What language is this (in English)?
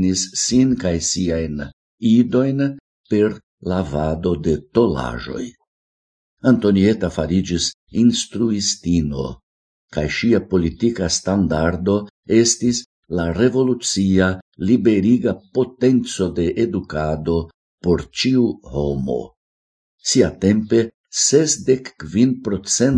Esperanto